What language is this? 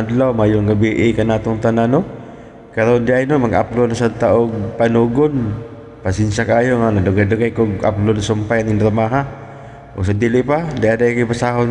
Cebuano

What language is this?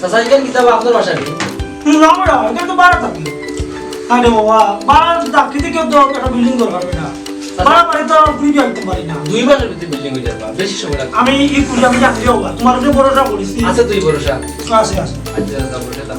Sylheti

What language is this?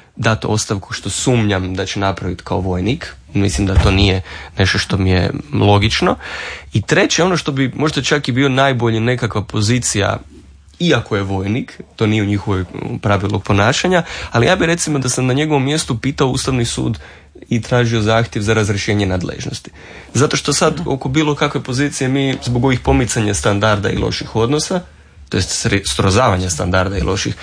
Croatian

